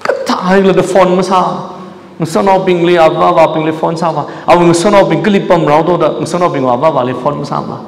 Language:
Tangkhul Naga (India)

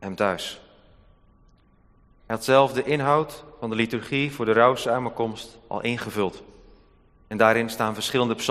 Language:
Dutch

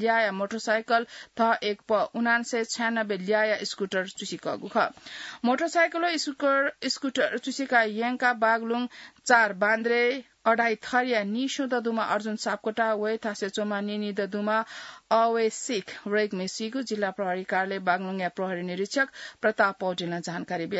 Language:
Newari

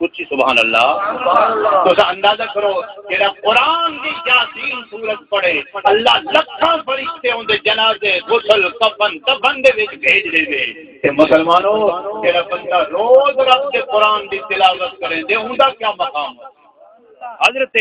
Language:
Saraiki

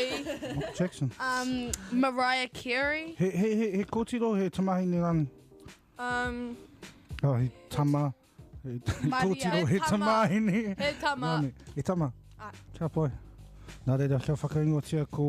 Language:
Māori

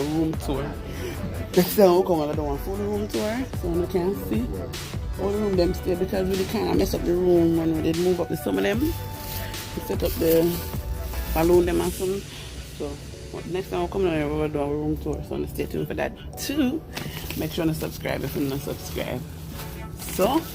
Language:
Jamaican Creole English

